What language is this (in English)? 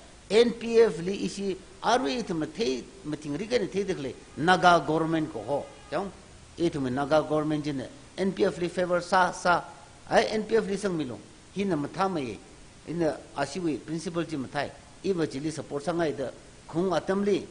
Tangkhul Naga (India)